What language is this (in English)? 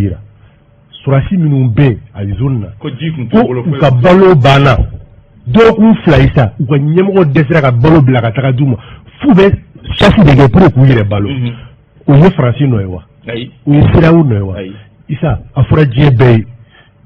Bambara